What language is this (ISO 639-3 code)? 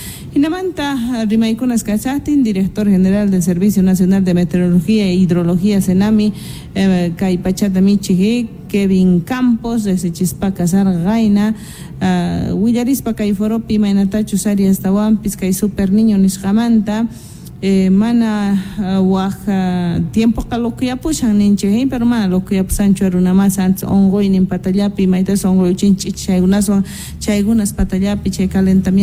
quh